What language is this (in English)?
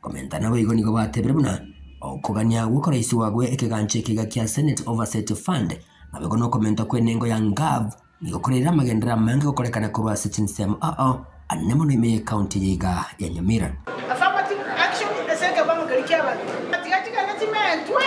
Gusii